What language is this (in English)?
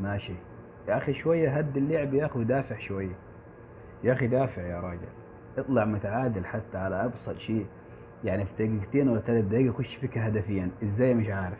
Egyptian Arabic